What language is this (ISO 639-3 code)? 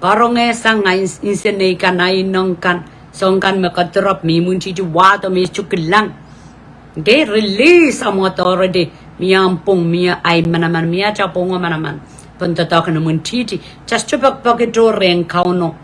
pon